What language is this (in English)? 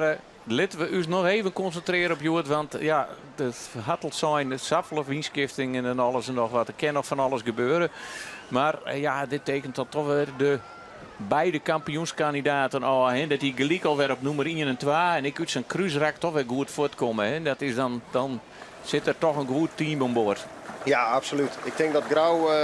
Western Frisian